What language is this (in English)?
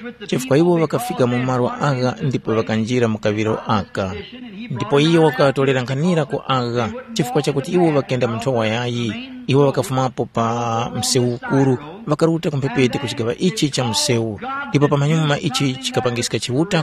Tumbuka